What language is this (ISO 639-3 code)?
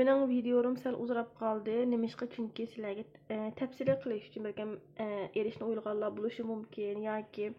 uig